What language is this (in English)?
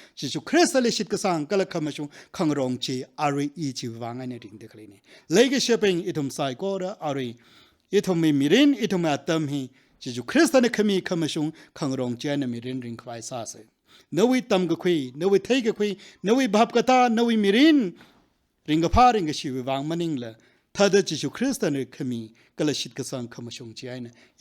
Tangkhul Naga (India)